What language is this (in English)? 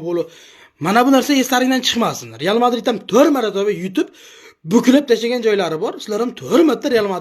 Uzbek